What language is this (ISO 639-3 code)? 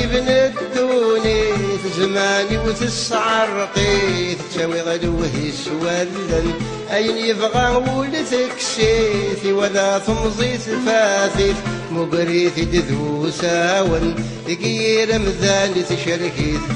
kab